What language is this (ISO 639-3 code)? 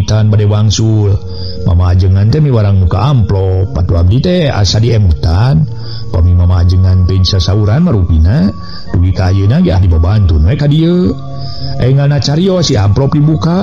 sun